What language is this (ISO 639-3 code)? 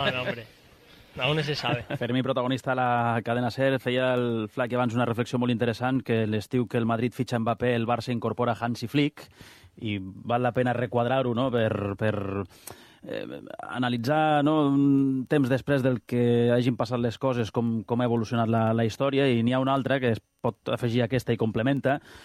cat